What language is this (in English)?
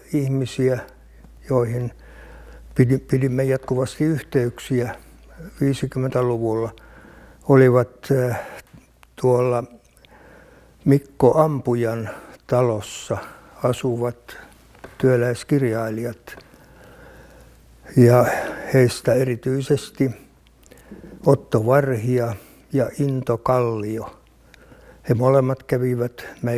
Finnish